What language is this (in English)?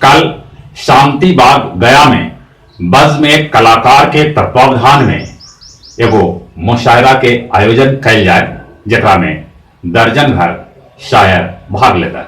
Magahi